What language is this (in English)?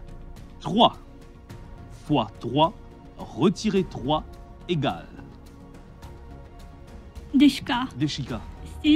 French